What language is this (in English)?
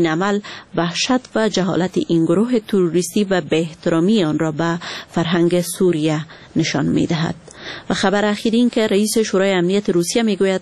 Persian